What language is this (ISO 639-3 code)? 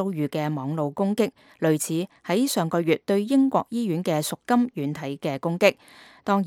yue